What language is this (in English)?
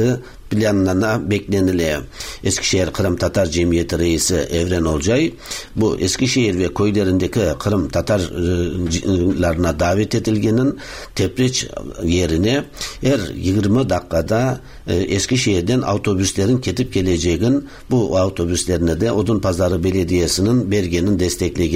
Tatar